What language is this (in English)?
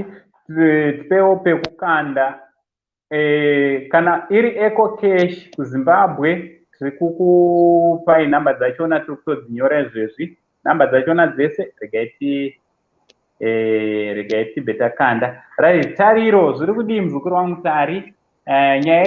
Shona